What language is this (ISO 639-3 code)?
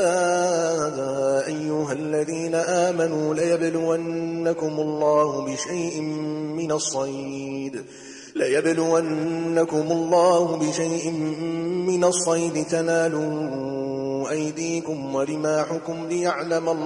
ara